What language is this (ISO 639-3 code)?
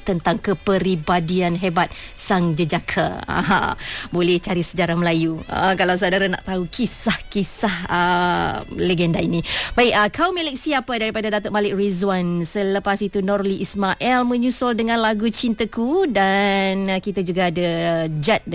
msa